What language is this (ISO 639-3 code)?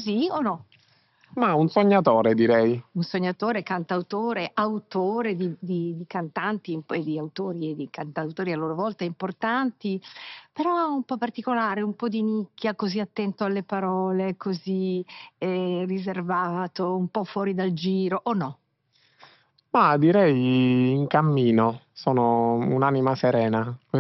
ita